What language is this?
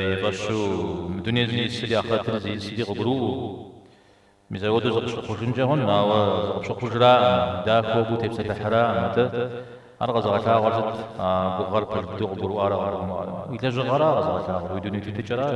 Kabardian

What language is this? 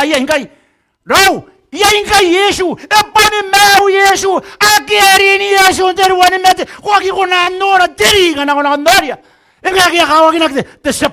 Gilbertese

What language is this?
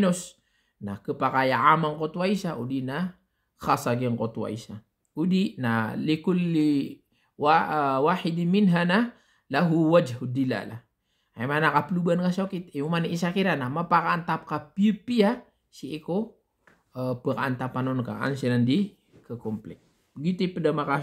Maranao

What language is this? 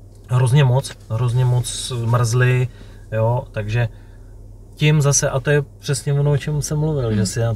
Czech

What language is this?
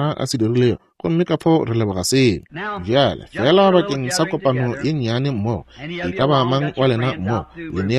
Northern Sotho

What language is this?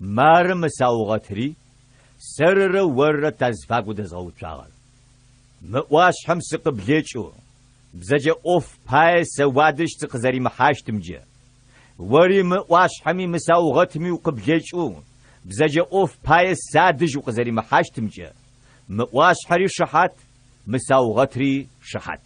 Adyghe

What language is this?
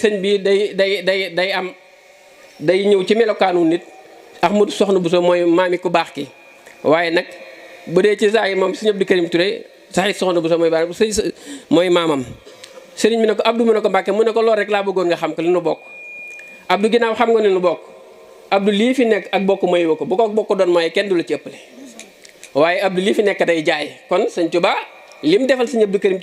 Wolof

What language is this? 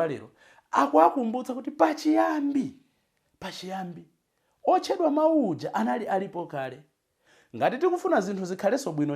Nyanja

